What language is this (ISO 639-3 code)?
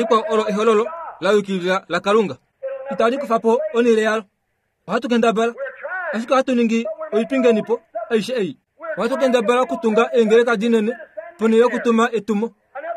kua